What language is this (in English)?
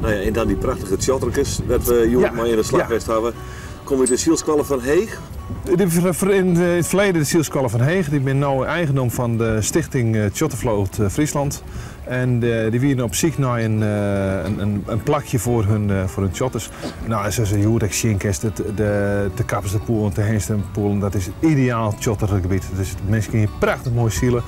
Western Frisian